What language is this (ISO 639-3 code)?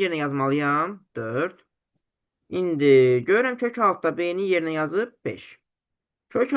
aze